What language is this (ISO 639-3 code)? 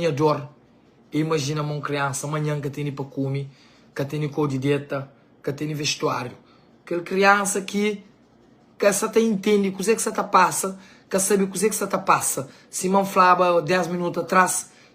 kea